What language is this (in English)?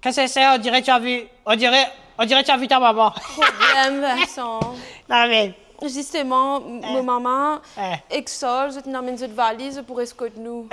Morisyen